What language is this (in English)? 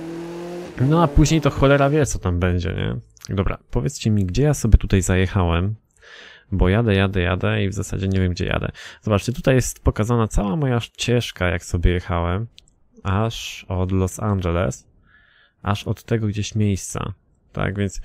Polish